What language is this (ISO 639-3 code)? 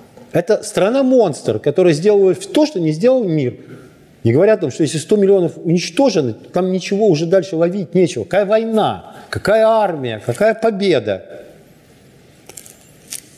rus